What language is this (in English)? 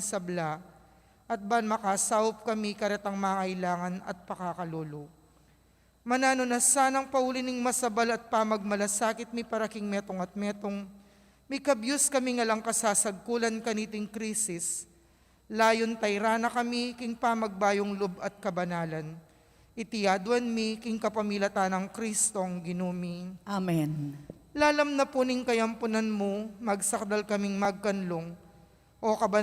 Pampanga